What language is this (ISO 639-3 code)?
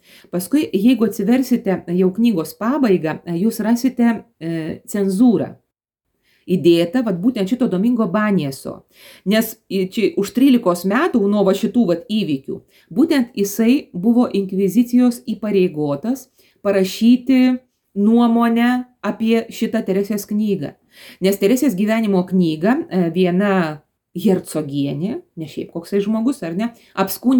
lit